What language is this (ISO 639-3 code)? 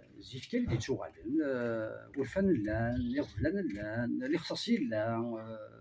kab